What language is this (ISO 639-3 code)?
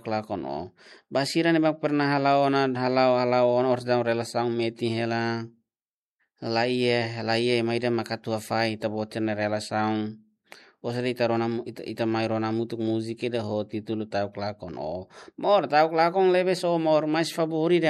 tet